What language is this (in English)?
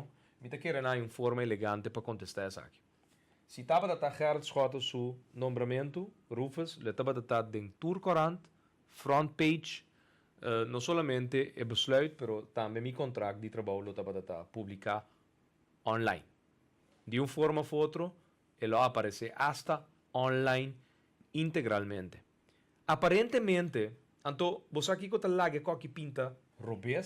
Papiamento